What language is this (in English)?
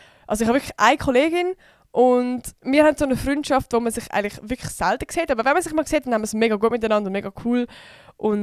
Swiss German